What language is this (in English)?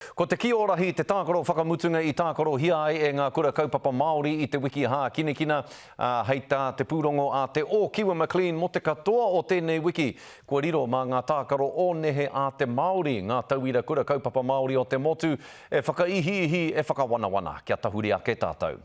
Māori